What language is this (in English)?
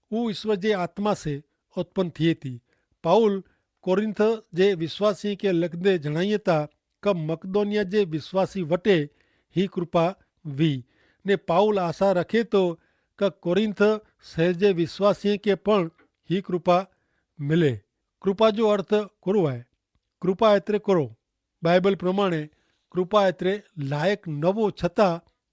Kachhi